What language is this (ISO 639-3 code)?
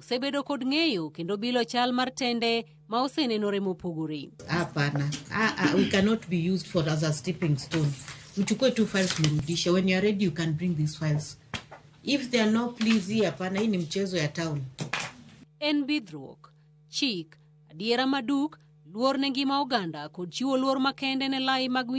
luo